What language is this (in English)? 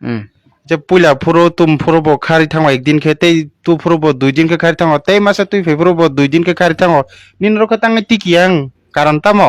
Kok Borok